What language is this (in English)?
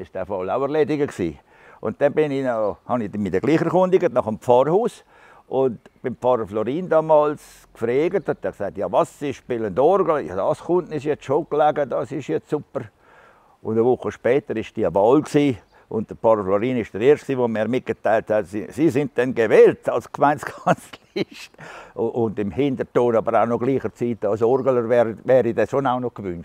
Swiss German